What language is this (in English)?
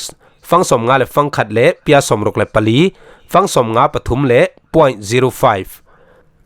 Falam Chin